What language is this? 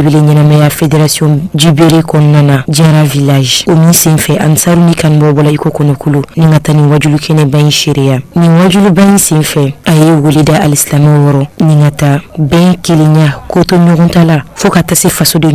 Bambara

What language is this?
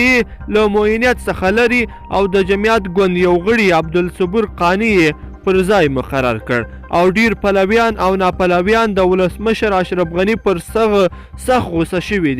Pashto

